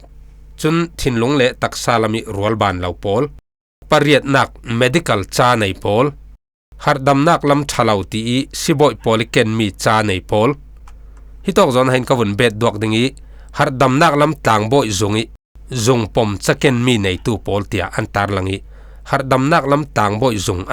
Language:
Falam Chin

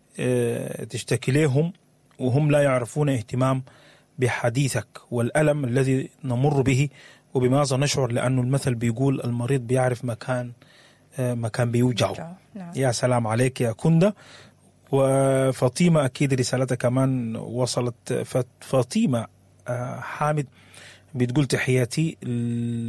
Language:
Sudanese Arabic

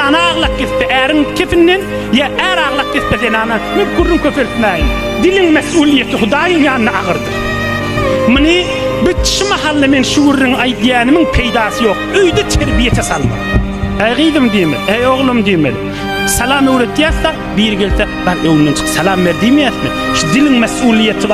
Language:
Turkmen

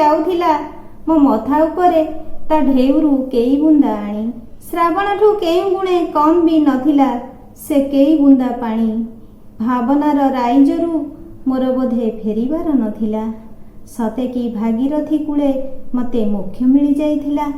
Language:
Odia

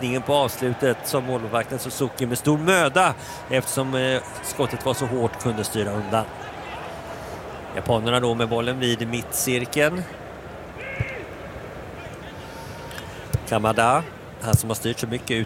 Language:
Swedish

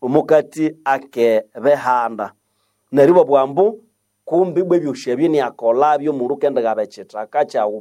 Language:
Nande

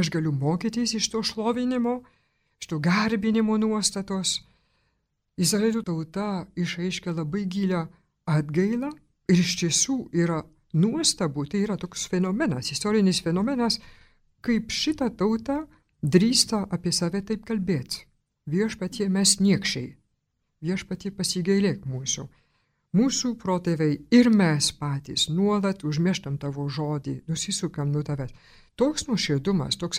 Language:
Lithuanian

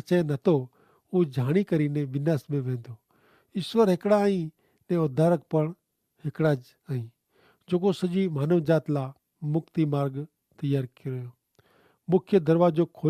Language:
Kachhi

